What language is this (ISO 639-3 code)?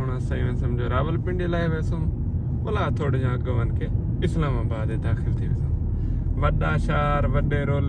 skr